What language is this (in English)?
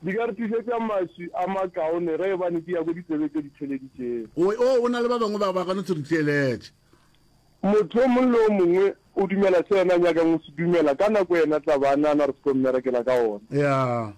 Northern Sotho